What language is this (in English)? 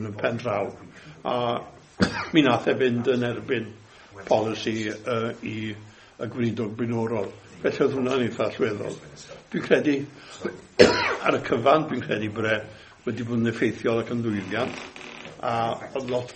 Welsh